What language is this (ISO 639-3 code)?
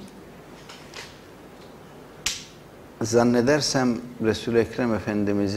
tur